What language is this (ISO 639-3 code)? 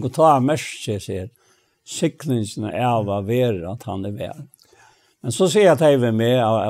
fao